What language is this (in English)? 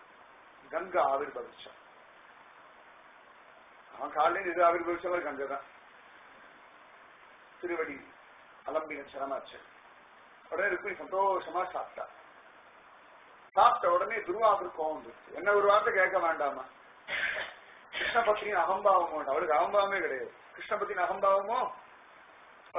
Tamil